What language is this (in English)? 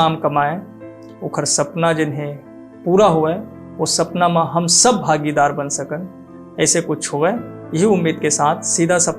Chhattisgarhi